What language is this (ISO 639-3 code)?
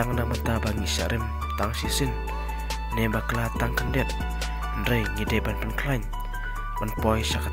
kha